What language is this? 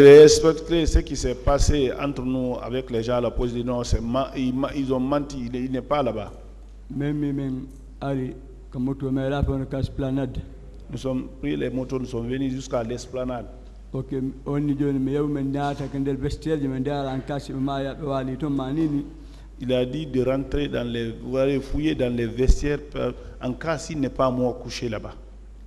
French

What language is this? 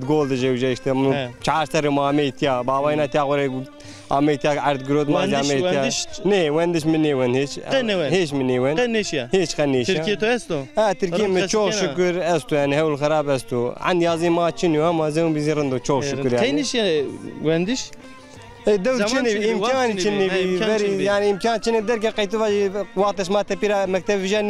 Zaza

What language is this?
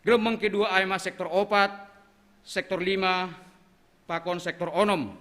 Batak Simalungun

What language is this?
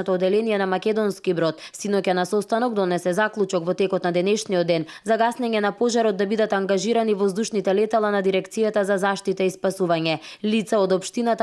Macedonian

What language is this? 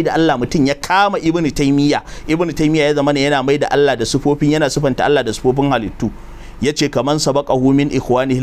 Hausa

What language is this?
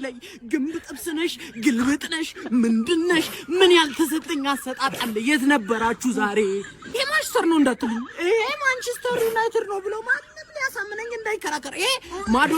Amharic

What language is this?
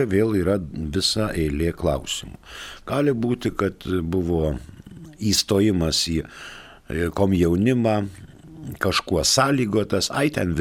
Lithuanian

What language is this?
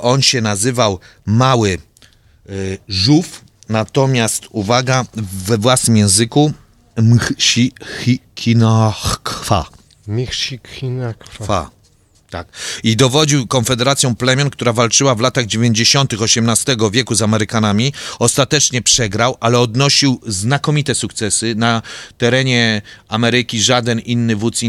Polish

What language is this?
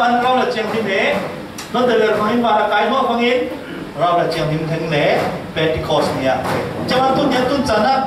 Falam Chin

